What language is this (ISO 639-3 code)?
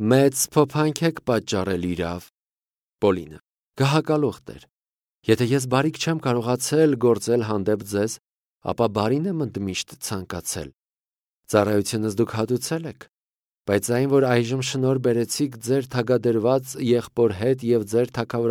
hye